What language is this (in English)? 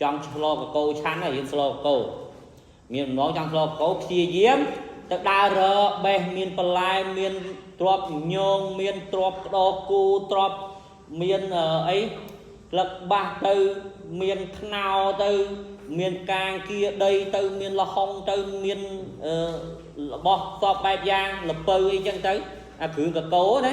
Khmer